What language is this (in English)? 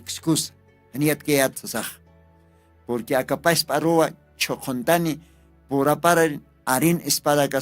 Aymara